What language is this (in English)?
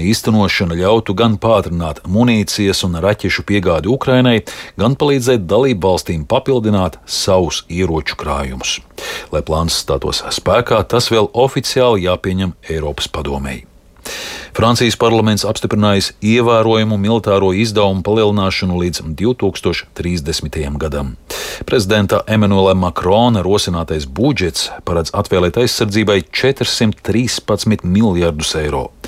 Latvian